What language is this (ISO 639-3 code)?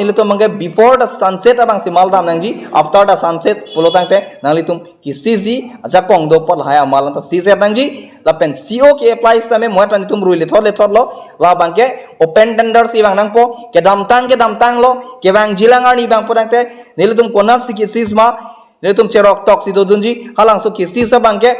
mjw